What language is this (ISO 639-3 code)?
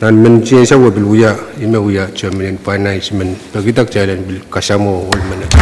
pon